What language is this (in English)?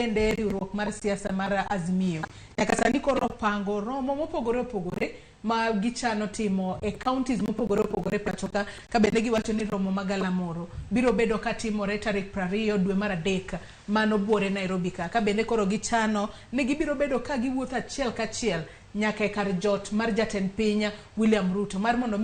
Luo (Kenya and Tanzania)